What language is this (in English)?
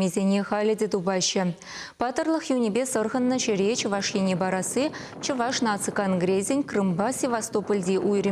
Chuvash